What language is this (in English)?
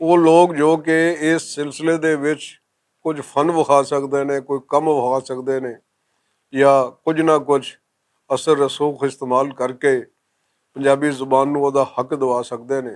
Western Panjabi